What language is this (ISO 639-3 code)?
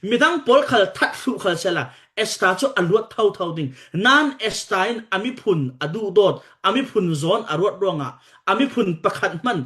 cfm